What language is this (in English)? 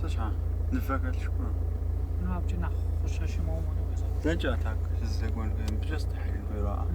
Kabardian